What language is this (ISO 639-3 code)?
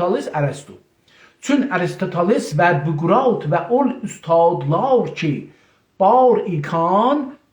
azb